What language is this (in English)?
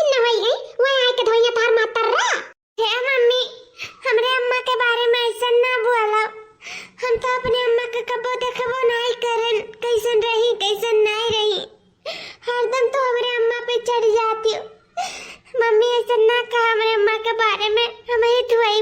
Awadhi